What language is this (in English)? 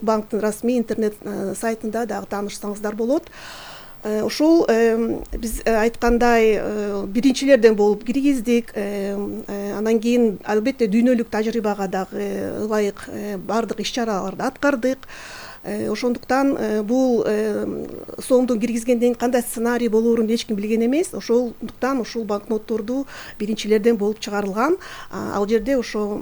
Kyrgyz